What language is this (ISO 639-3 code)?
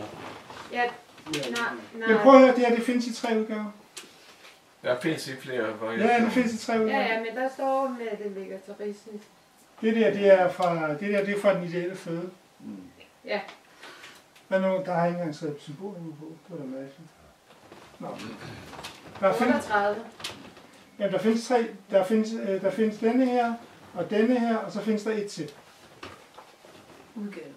dan